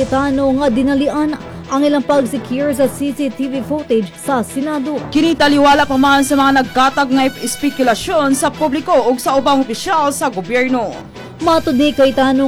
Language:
Cebuano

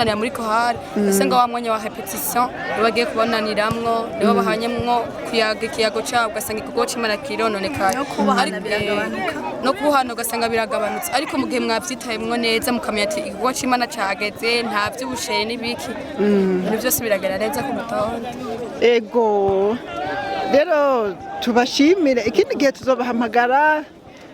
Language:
Rundi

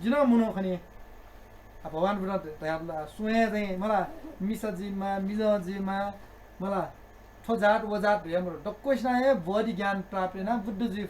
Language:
Newari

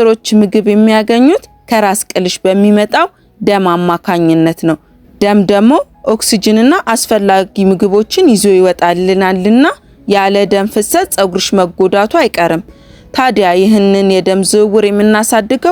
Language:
Amharic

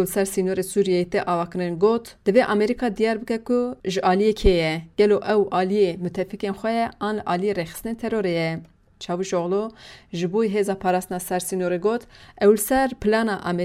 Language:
Kurdish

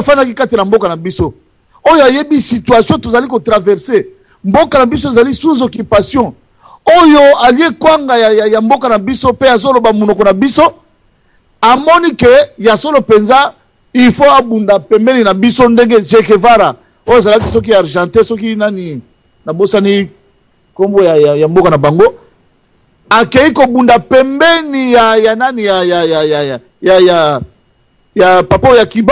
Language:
Lingala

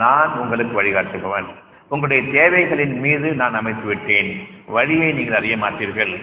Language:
Tamil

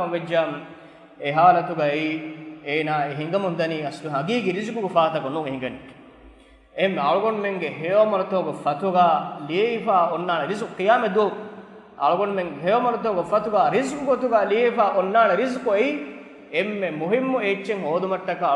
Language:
Divehi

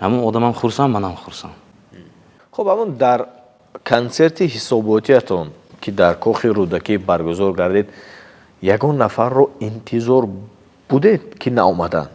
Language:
Tajik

